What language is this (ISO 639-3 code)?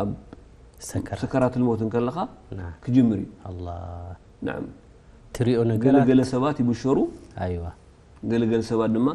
tir